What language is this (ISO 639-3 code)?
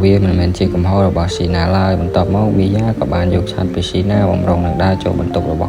khm